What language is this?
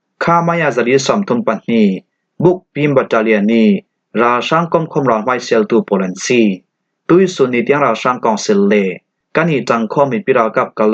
Falam Chin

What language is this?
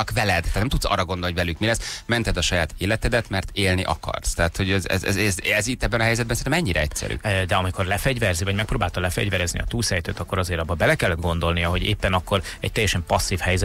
Hungarian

